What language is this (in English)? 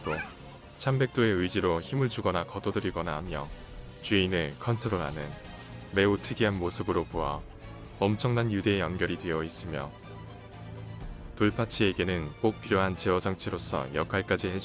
Korean